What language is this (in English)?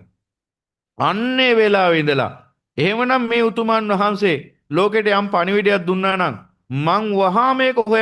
Sinhala